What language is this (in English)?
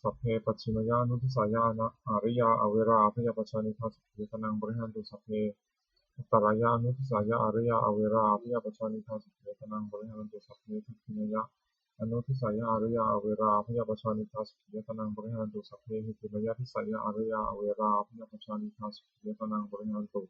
Pali